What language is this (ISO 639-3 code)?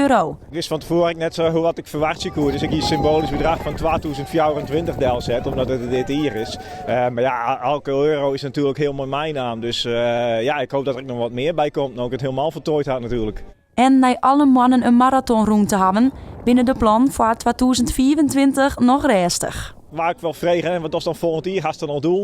fry